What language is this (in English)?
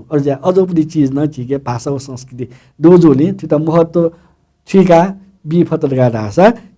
Newari